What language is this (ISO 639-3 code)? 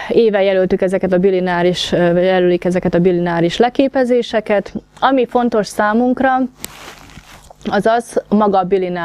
hun